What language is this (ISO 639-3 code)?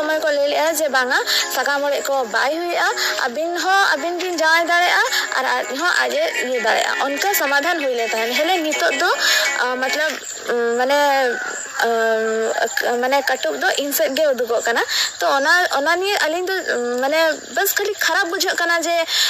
sat